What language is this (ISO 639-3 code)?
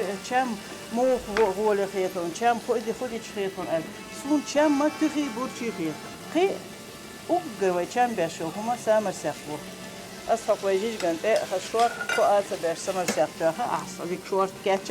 che